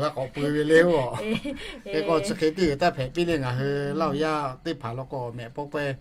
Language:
Lahu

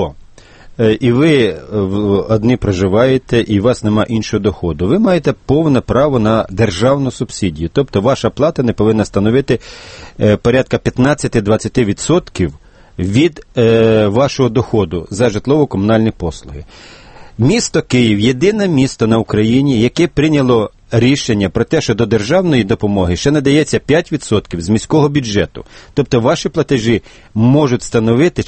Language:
Ukrainian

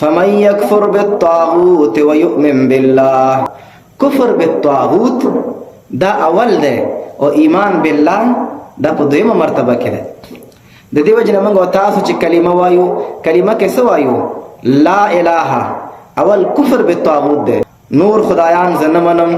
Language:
Pashto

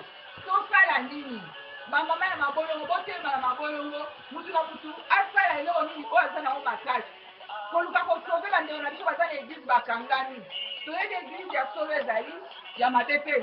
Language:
Lingala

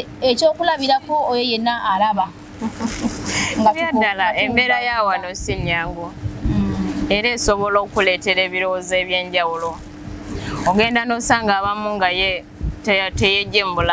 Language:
Ganda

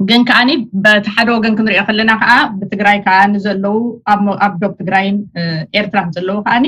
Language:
Tigrinya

